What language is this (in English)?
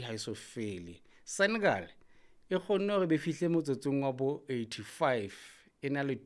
Southern Sotho